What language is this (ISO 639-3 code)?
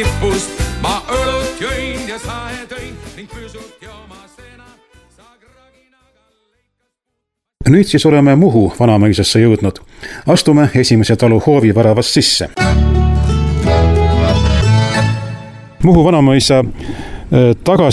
est